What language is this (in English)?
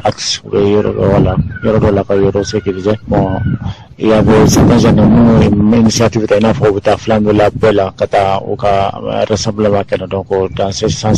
Bambara